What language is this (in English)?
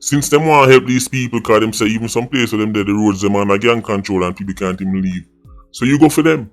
Jamaican Creole English